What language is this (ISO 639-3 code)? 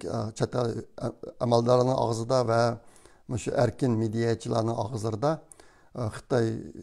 uig